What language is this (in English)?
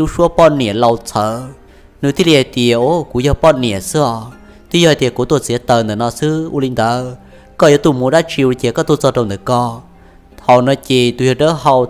Hmong